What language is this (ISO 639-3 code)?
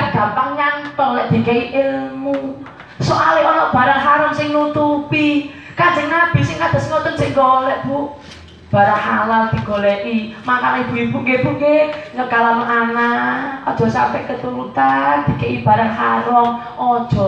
jav